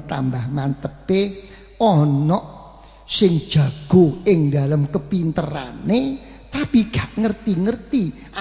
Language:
Javanese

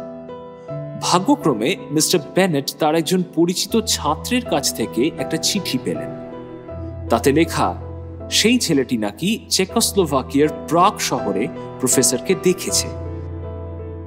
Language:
Bangla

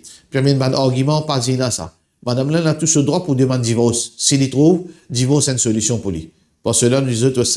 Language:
Morisyen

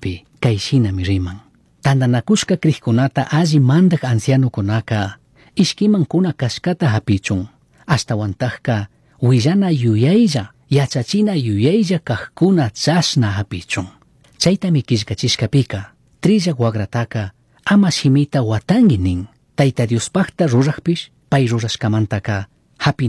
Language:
Chimborazo Highland Quichua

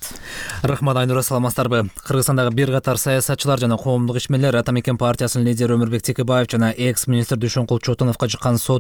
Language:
Kyrgyz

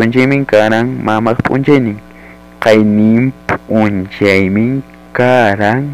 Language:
Ayacucho Quechua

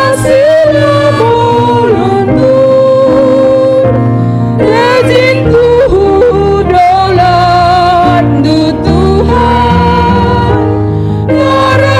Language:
Batak Karo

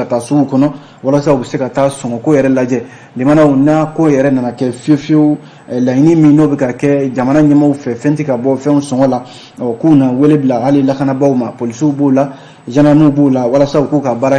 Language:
Bambara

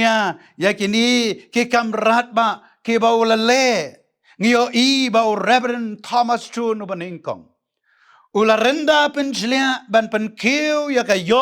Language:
Khasi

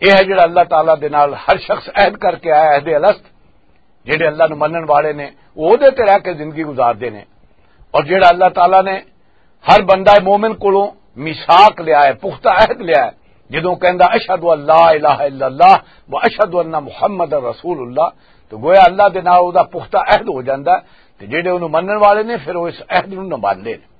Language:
Western Panjabi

